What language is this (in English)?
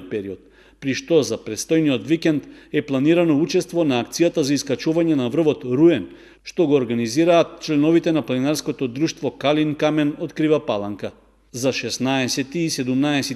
Macedonian